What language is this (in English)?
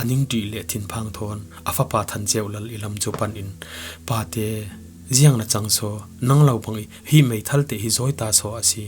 Falam Chin